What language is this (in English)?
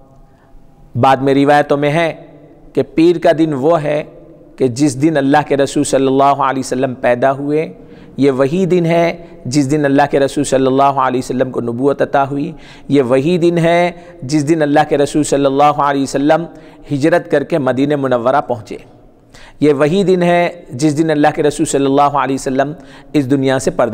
Urdu